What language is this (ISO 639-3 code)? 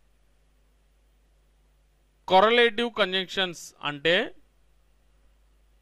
tel